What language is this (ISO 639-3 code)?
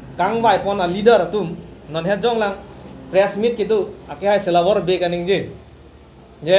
mjw